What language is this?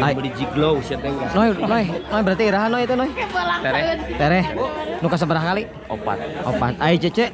Sundanese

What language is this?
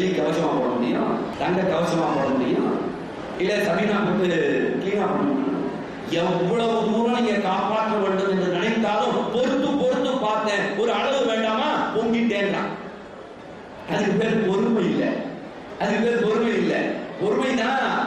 Tamil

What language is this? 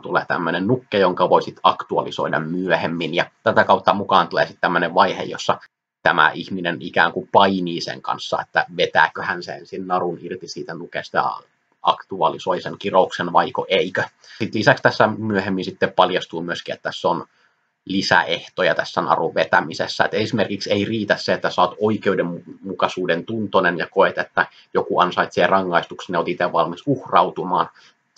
Finnish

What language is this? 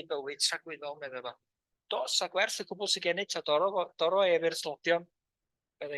Welsh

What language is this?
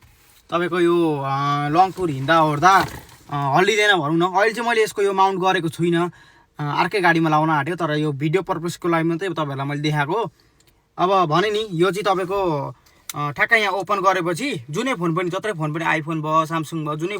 Nepali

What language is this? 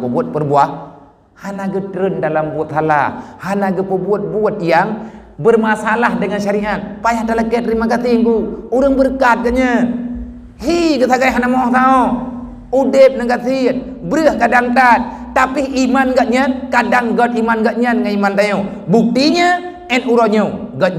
Achinese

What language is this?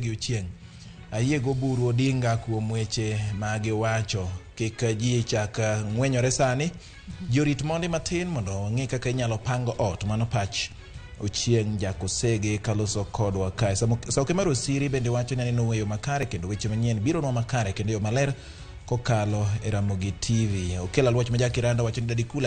Luo (Kenya and Tanzania)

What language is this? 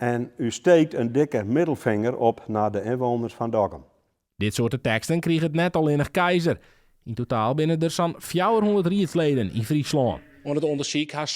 Western Frisian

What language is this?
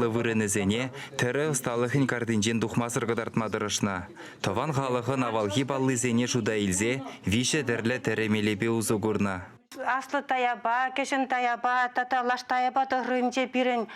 Chuvash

